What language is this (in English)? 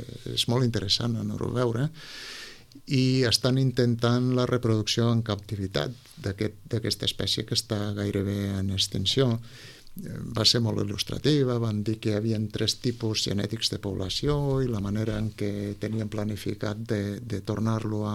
Catalan